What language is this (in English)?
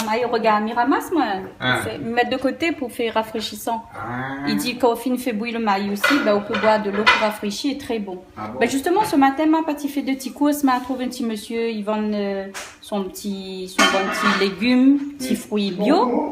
Réunion Creole French